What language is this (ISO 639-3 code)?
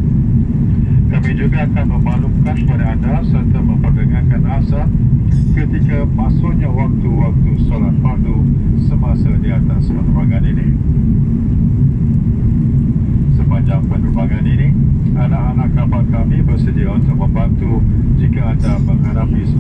msa